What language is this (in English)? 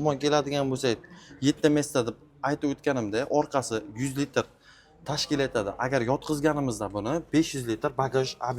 Uzbek